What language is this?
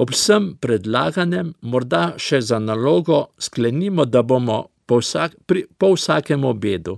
Slovenian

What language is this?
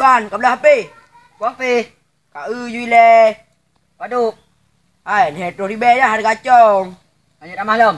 Achinese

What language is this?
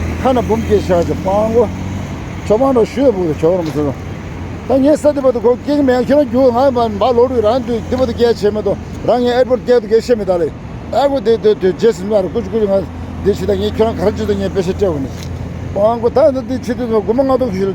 Tibetan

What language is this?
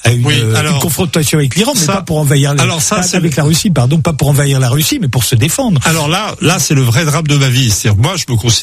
French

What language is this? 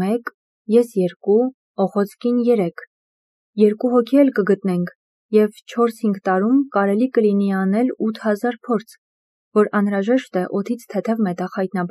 Armenian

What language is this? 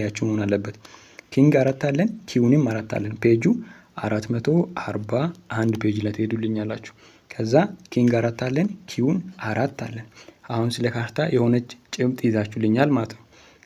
Amharic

